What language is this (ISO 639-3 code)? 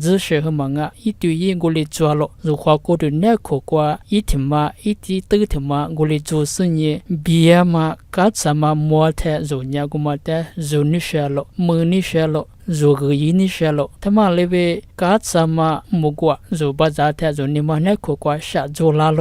lis